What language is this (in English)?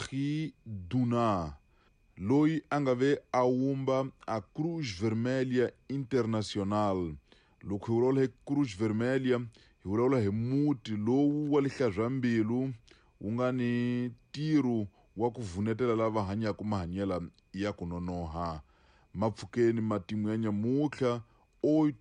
Tsonga